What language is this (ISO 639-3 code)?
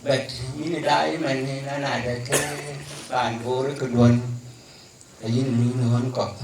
din